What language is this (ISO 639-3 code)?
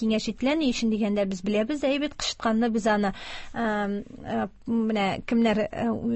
tat